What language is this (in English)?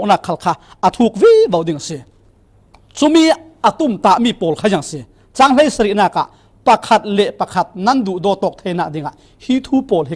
Falam Chin